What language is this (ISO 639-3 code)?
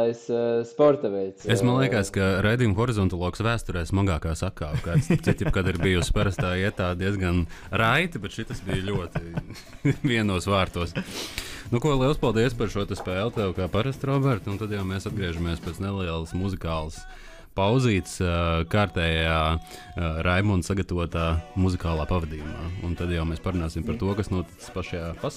lav